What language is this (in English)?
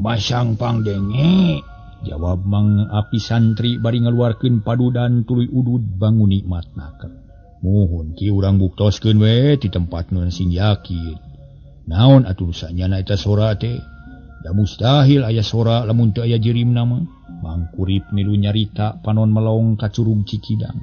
Sundanese